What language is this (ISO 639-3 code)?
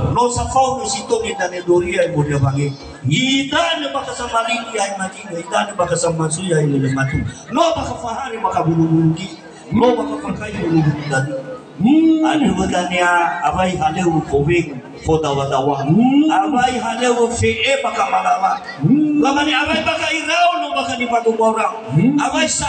nia